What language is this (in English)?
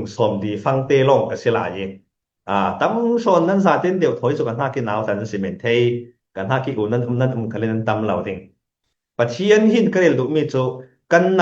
Falam Chin